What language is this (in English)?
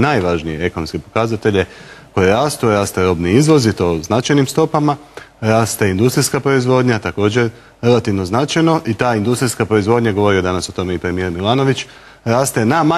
Croatian